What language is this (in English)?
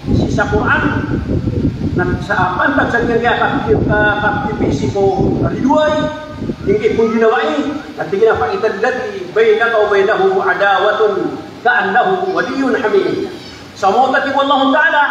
Maranao